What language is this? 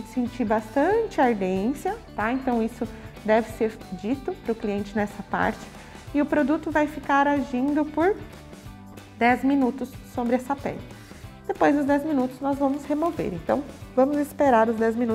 Portuguese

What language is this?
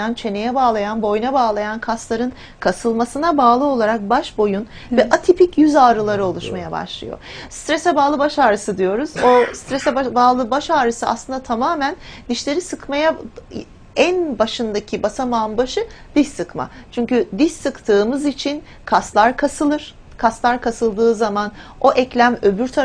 Turkish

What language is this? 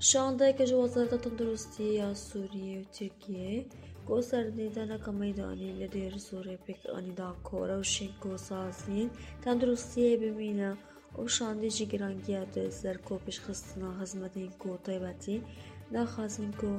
Kurdish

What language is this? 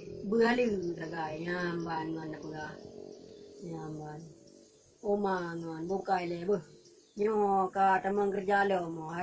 Achinese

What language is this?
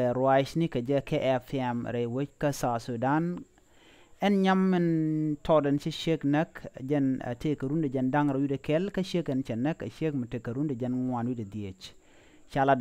Nuer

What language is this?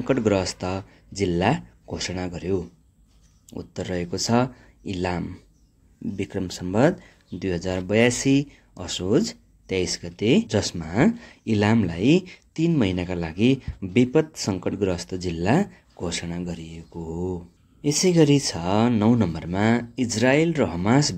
Nepali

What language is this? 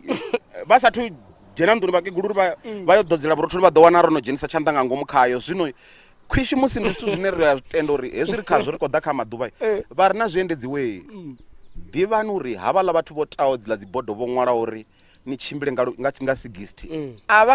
Venda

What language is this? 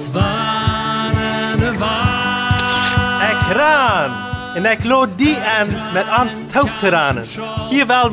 Plautdietsch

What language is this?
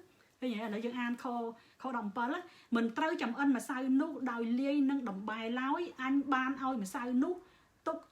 Khmer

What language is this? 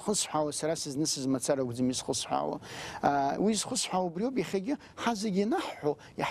Abkhazian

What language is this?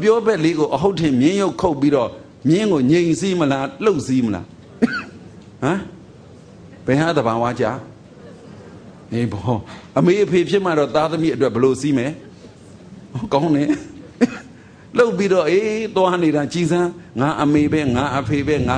Burmese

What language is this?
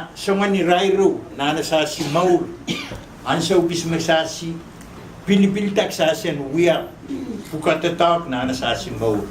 Pohnpeian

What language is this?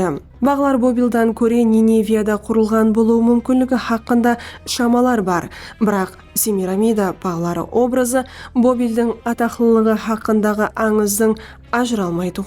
Kara-Kalpak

